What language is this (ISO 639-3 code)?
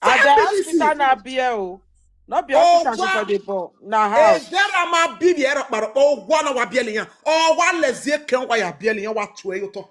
pcm